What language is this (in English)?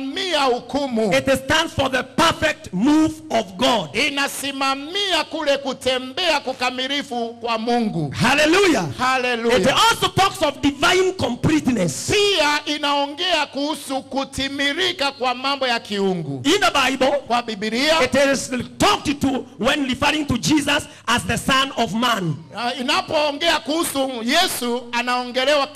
Swahili